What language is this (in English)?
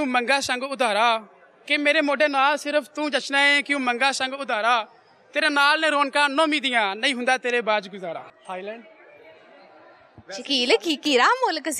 Punjabi